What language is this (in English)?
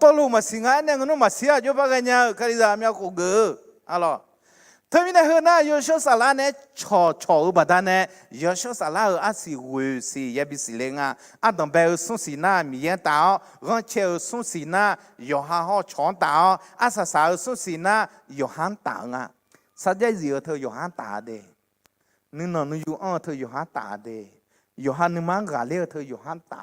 Akha